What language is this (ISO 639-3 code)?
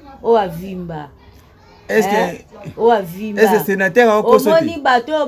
lin